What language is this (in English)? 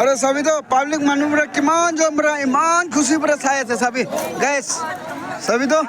Naga Pidgin